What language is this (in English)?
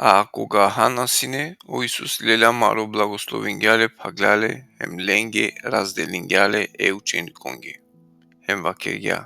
Balkan Romani